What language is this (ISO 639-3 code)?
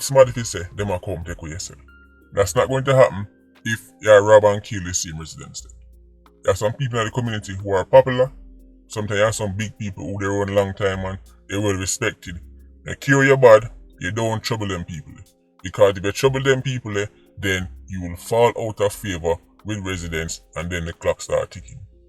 jam